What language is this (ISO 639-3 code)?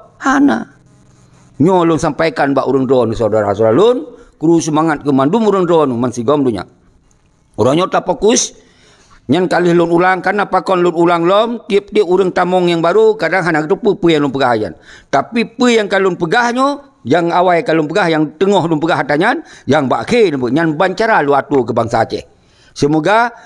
ace